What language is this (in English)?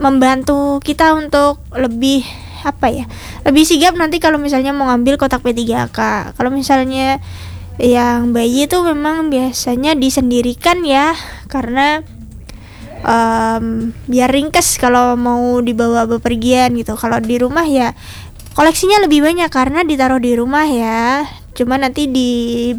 Indonesian